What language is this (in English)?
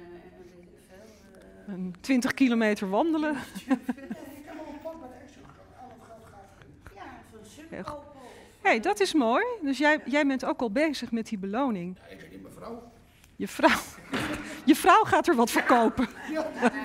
Dutch